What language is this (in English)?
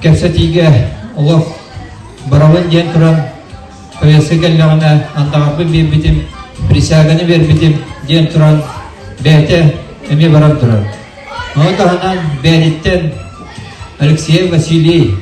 Yakut